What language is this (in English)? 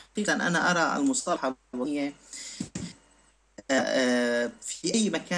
Arabic